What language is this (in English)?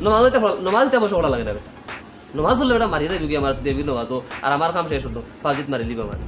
Sylheti